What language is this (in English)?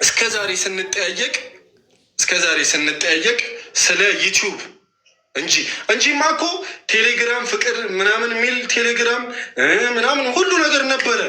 Amharic